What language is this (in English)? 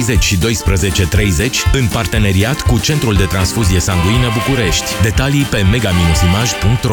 Romanian